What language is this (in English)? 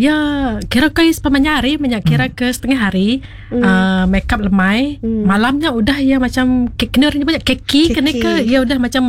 Iban